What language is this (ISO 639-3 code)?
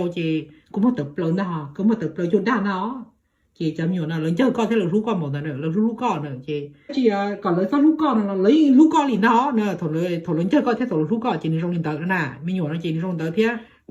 hmn